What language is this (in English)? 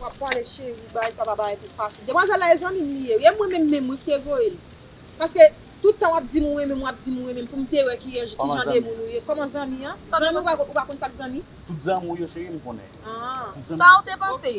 Haitian Creole